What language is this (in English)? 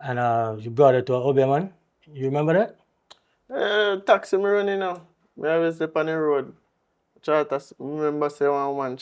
Jamaican Creole English